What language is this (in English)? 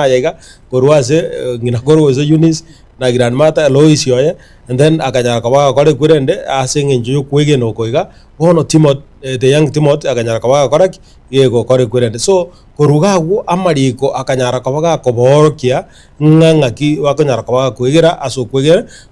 Gusii